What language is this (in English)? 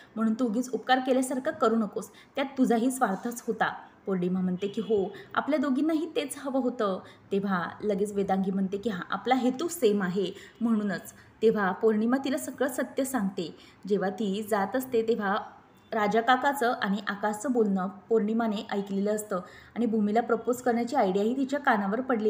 Marathi